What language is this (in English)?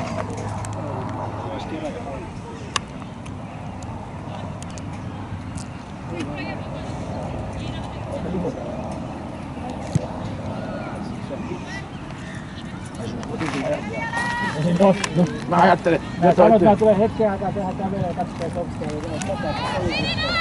Finnish